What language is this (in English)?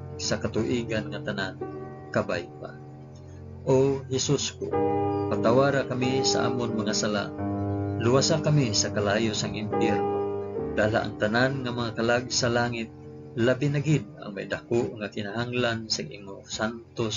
Hiligaynon